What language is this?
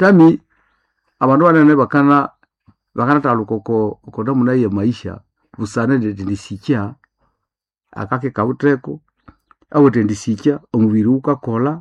Nande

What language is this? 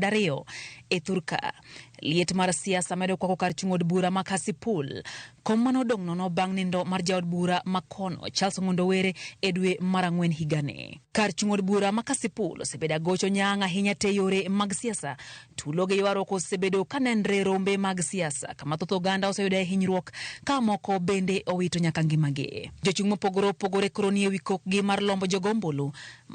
Luo (Kenya and Tanzania)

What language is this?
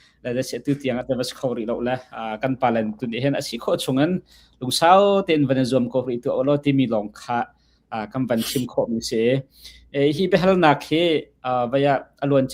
Hakha Chin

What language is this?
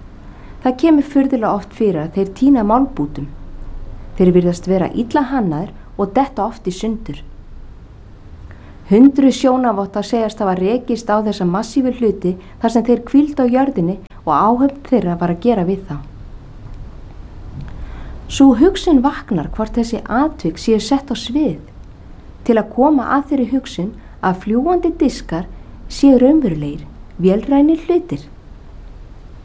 Icelandic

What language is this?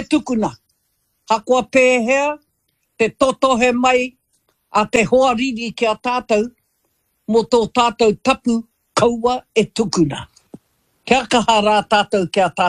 Māori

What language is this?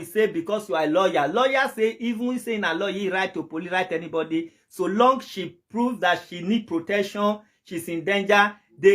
Nigerian Pidgin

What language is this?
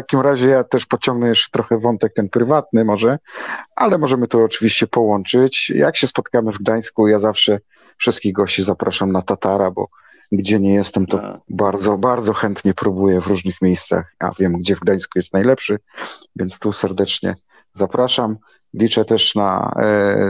Polish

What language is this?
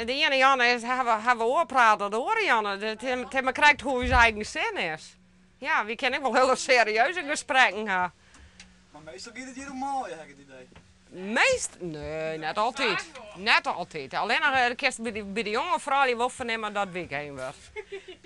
Western Frisian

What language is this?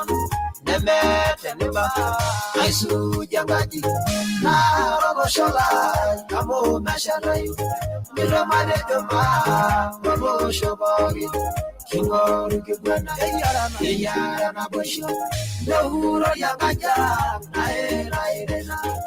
Masai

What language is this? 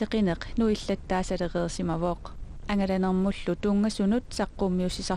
Kalaallisut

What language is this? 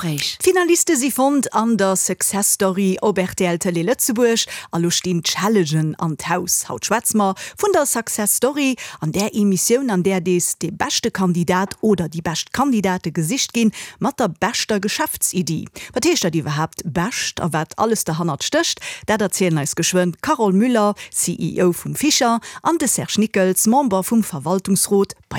Luxembourgish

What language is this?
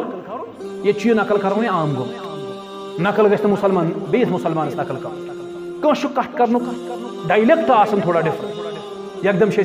Kashmiri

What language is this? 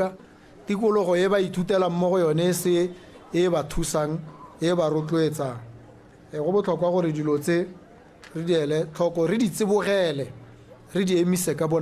Tswana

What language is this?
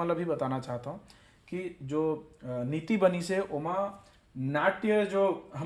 Chhattisgarhi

